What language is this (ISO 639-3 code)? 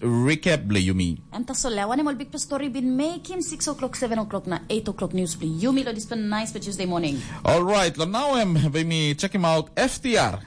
tpi